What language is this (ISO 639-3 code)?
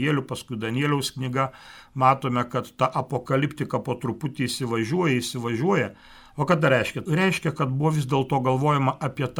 lit